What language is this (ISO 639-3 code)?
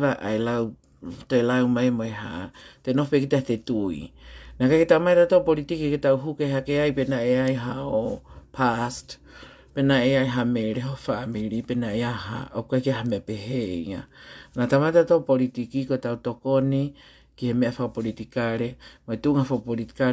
ton